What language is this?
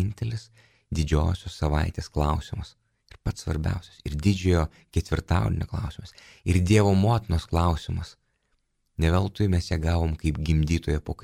Lithuanian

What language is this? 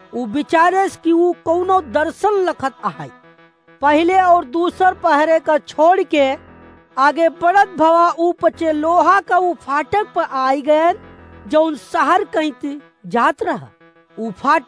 Awadhi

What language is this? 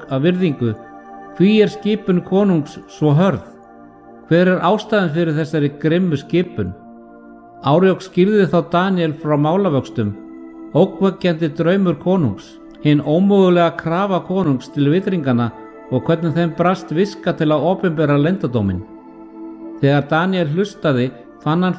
Icelandic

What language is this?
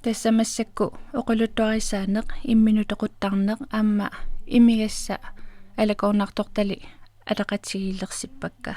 Kalaallisut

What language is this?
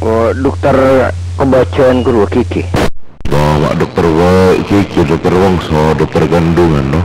Madurese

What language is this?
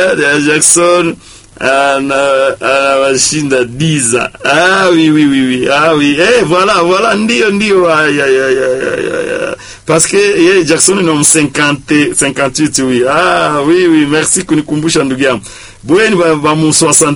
Swahili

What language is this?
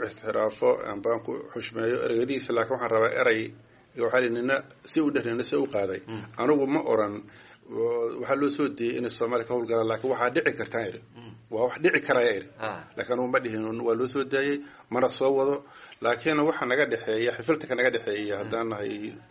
Somali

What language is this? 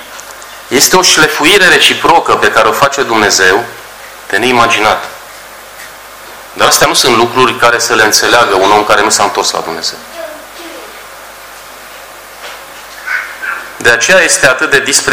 Romanian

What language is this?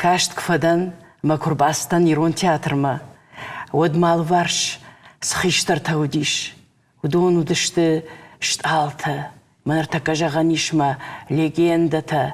Ossetic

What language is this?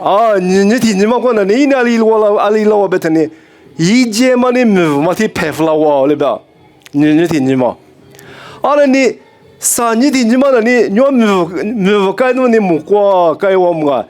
Lisu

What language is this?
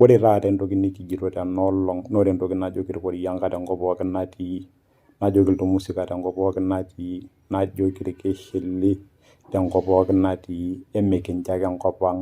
Masai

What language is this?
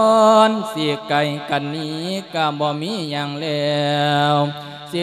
Lao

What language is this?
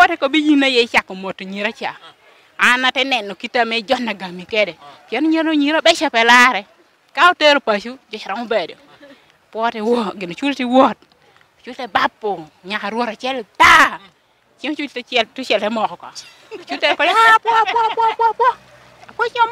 Lango (Uganda)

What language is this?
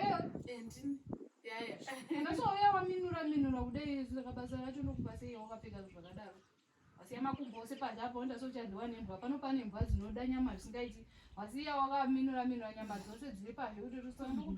Shona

